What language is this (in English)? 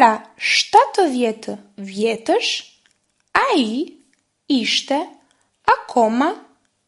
Albanian